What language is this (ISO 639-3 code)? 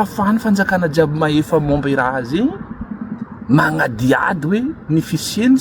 mlg